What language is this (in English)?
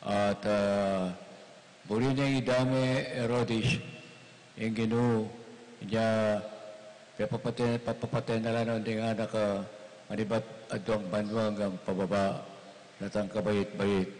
Pampanga